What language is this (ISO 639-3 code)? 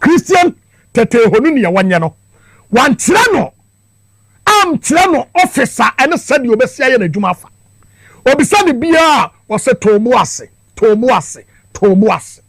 aka